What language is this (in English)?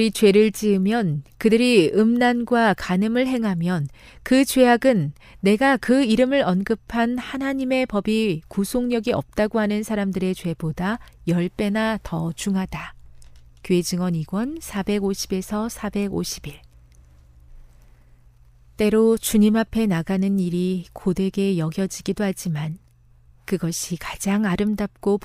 Korean